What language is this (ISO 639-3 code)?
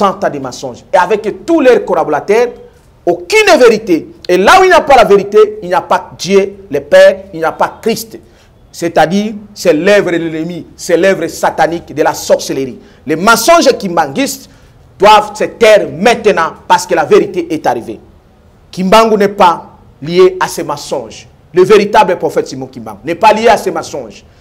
fra